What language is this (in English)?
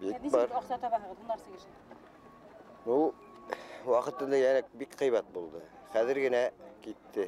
Bashkir